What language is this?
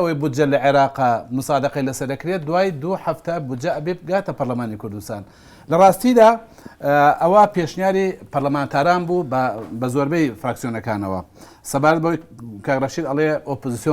Central Kurdish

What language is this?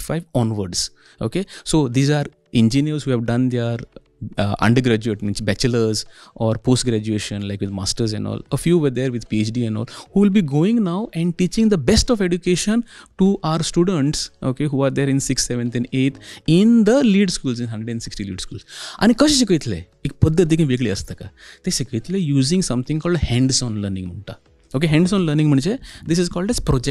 Konkani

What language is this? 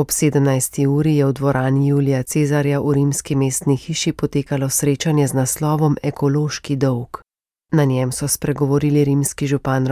Slovenian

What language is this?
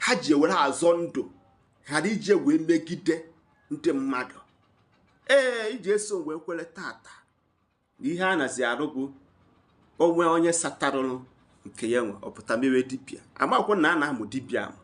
Igbo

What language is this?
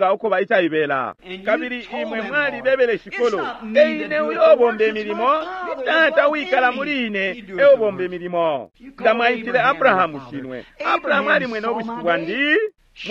Bemba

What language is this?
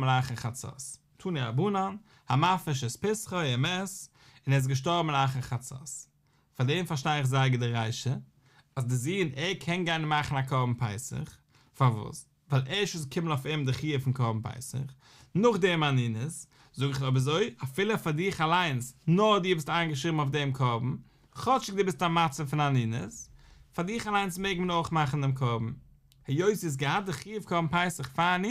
Yiddish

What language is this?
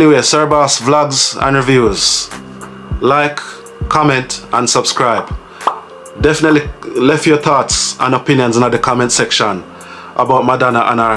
Jamaican Creole English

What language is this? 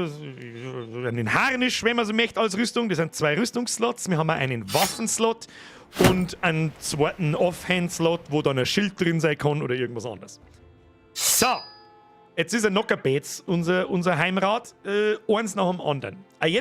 Bavarian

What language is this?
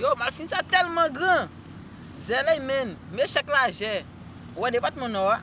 Haitian Creole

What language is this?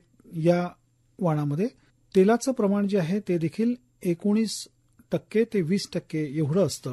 Marathi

